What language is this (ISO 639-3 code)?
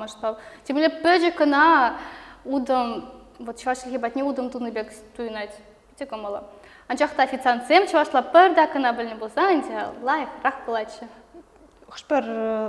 chv